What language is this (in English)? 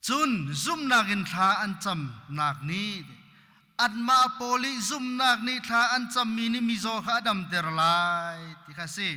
Hakha Chin